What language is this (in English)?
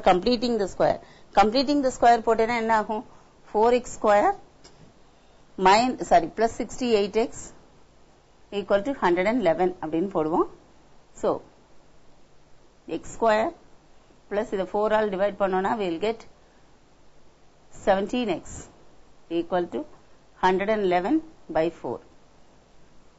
Tamil